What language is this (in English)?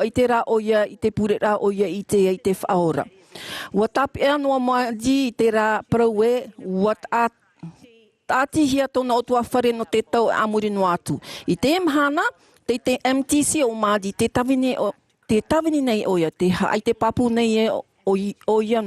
Tahitian